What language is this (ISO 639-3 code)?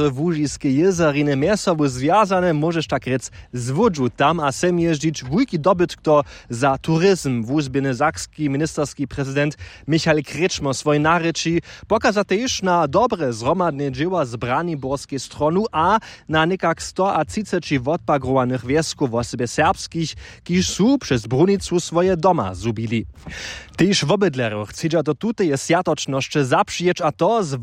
hsb